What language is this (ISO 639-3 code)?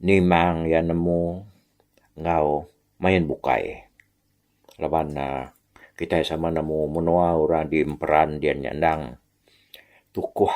iba